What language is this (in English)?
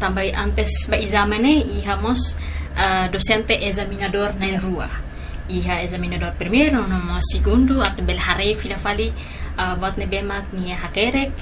Tetum